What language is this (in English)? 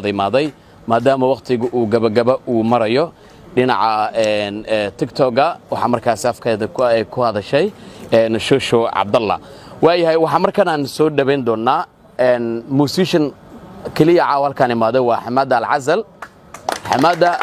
Somali